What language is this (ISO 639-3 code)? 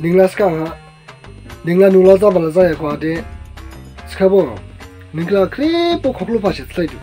dis